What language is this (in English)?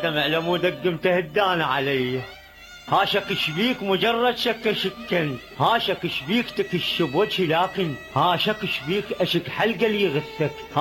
Mesopotamian Arabic